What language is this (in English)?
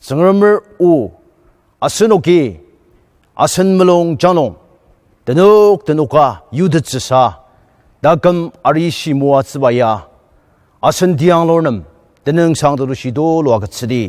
Ao Naga